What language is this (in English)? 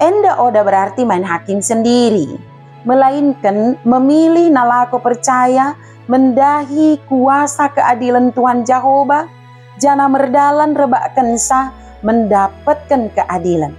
Batak Dairi